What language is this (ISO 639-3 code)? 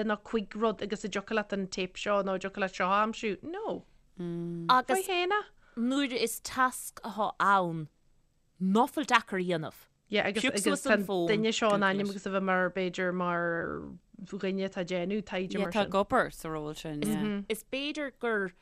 gle